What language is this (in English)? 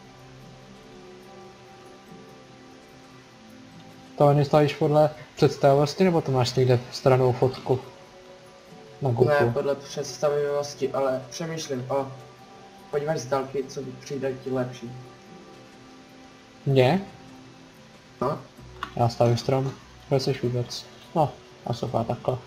Czech